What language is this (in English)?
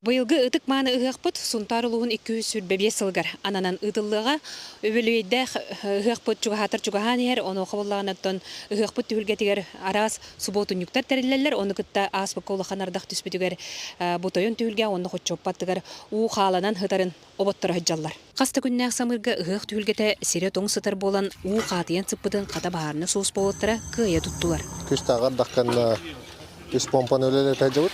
Yakut